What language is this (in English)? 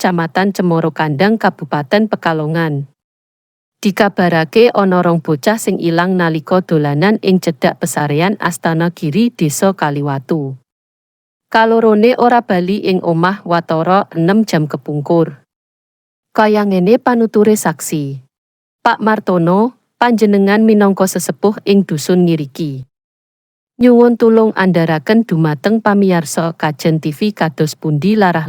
Javanese